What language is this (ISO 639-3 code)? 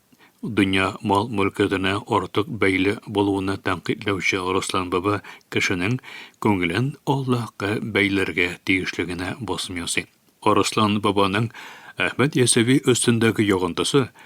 tat